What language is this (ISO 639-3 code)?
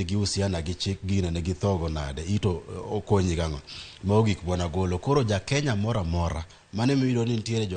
luo